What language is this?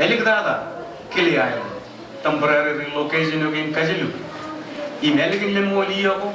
Marshallese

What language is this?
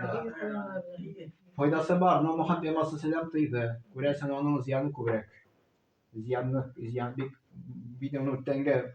Tatar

